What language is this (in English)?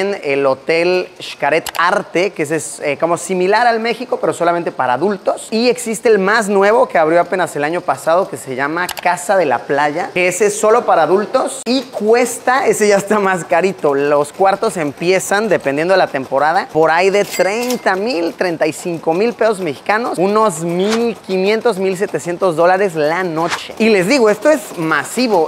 Spanish